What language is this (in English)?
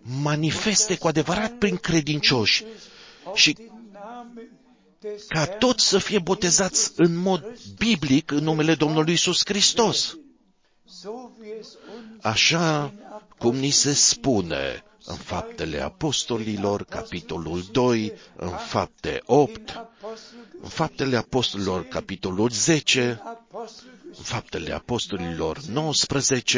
Romanian